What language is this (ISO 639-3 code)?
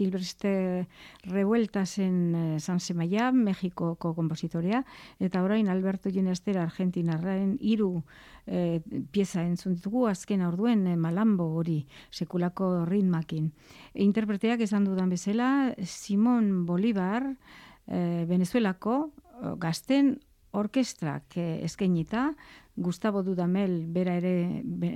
eus